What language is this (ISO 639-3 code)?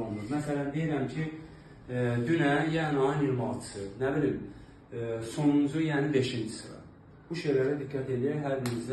aze